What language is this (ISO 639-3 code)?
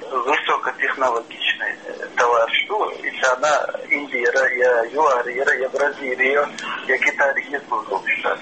che